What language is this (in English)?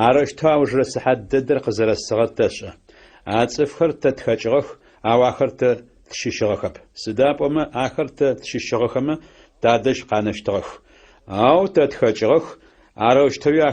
Adyghe